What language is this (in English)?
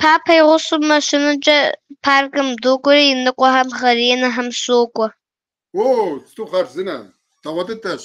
Kabardian